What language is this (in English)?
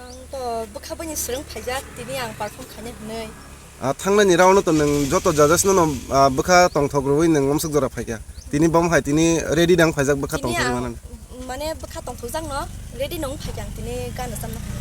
Kok Borok